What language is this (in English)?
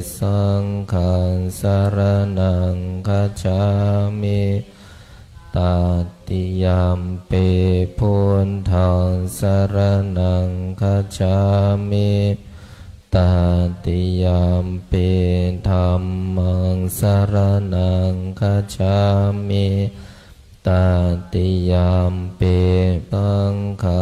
Pali